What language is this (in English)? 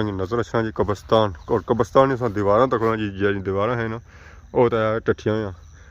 Pahari-Potwari